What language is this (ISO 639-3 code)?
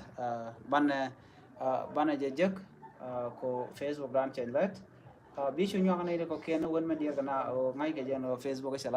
nus